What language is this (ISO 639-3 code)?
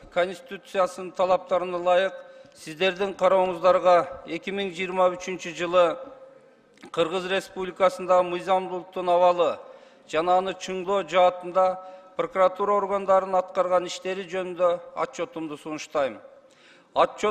kir